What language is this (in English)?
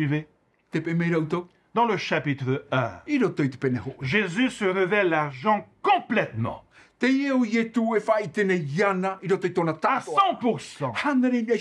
Tahitian